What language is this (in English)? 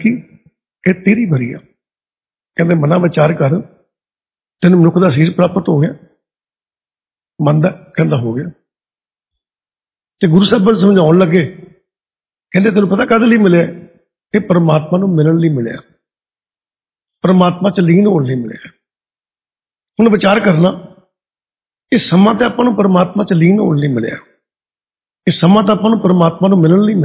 Punjabi